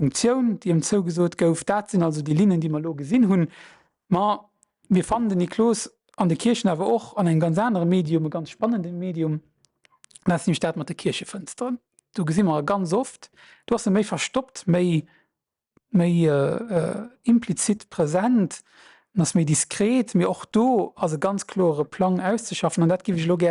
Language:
Luxembourgish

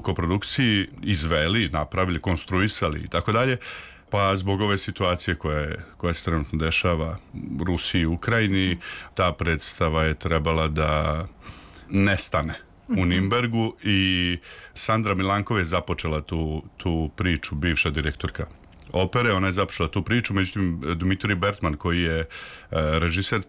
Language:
Serbian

